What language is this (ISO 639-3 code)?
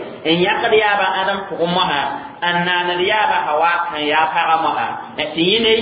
mos